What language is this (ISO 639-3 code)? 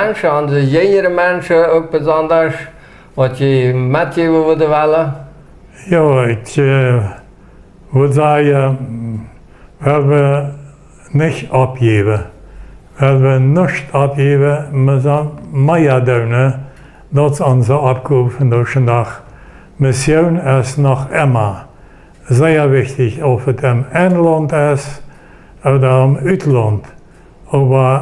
pdt